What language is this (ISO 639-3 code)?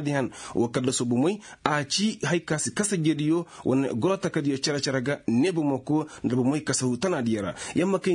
ses